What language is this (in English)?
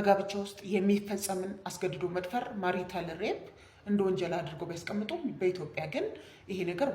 Amharic